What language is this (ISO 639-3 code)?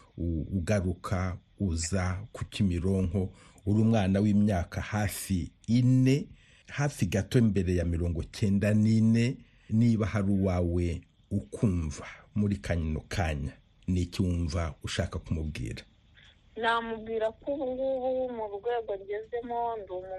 kin